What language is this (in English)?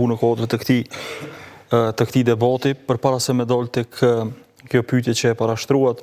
Albanian